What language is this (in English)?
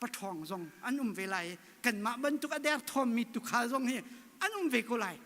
Hakha Chin